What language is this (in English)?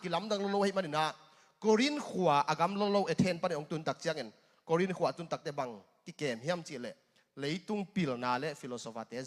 Tedim Chin